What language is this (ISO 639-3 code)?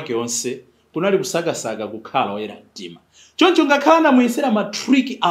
nya